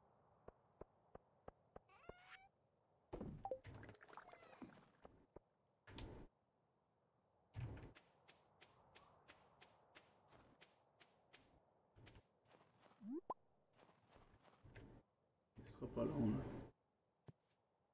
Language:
French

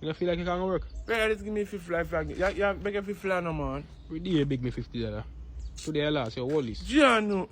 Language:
Jamaican Creole English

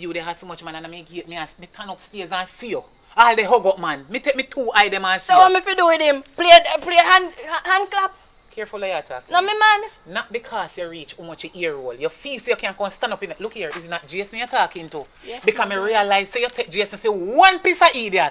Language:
Jamaican Creole English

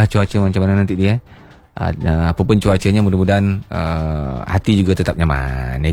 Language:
Malay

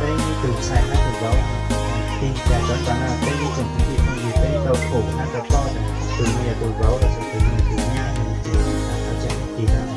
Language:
Hmong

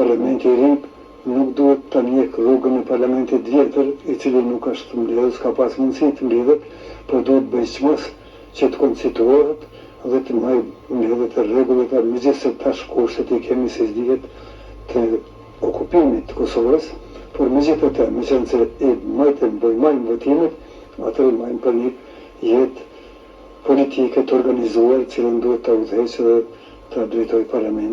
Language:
Albanian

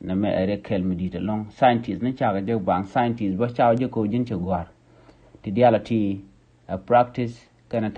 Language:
Nuer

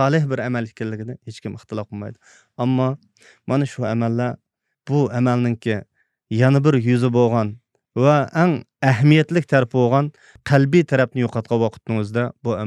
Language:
Uyghur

